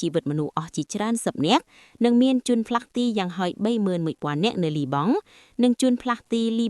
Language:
Khmer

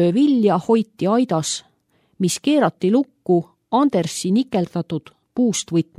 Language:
Estonian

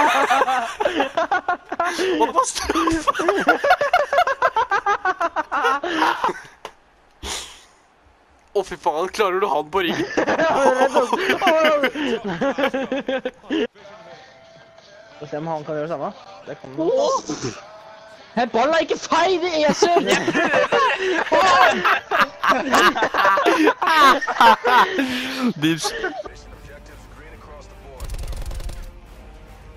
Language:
Norwegian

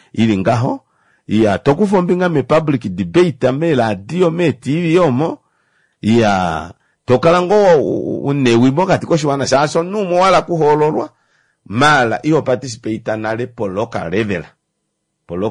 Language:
Kuanyama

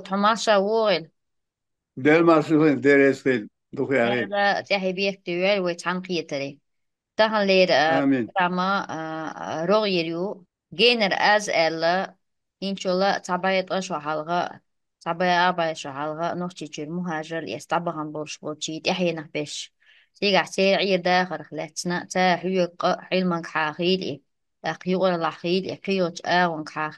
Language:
Chechen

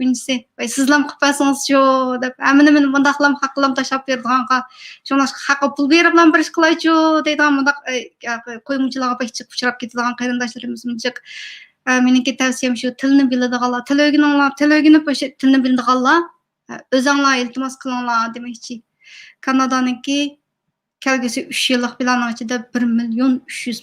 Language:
Uyghur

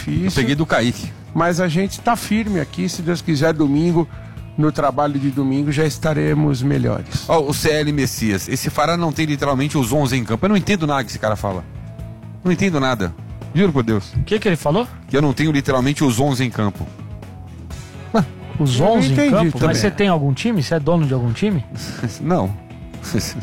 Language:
Portuguese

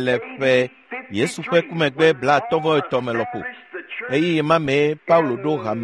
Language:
Ewe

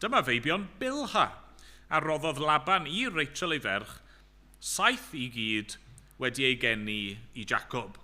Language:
Welsh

